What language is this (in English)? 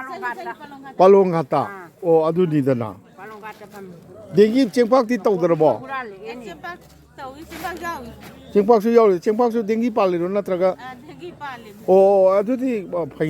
Manipuri